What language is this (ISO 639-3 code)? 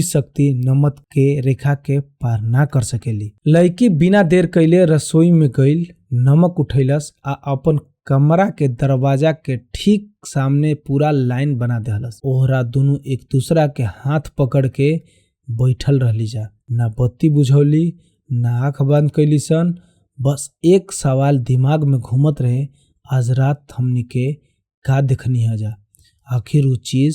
bho